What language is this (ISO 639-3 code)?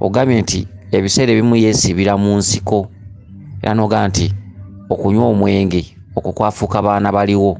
lug